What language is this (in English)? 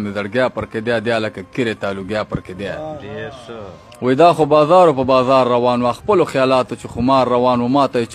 Pashto